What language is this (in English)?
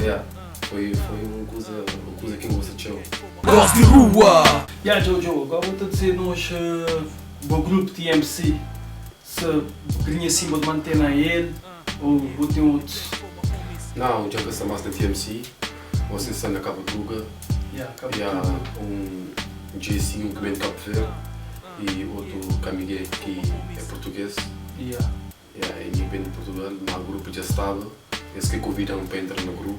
Kabuverdianu